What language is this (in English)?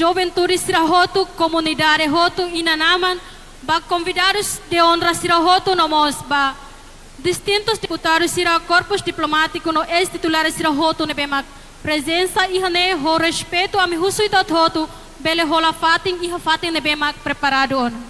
Tetum